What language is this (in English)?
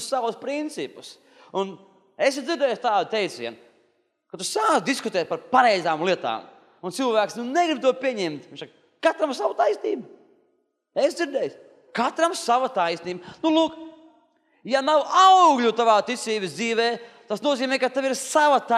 Latvian